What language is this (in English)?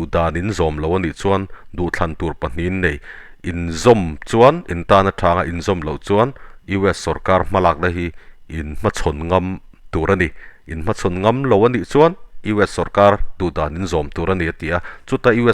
Mizo